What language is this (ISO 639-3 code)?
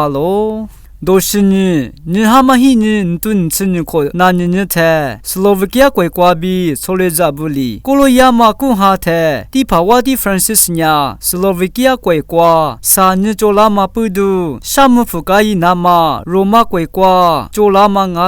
lis